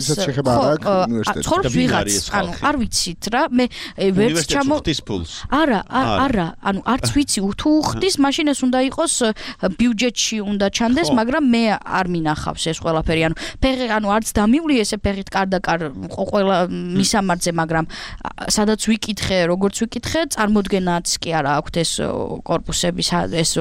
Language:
Georgian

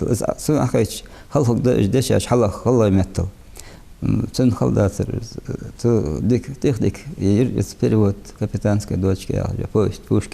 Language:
Ingush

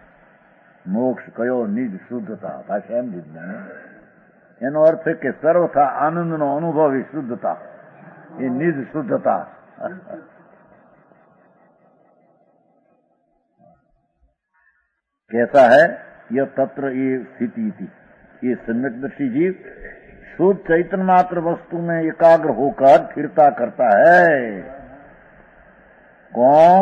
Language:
Gujarati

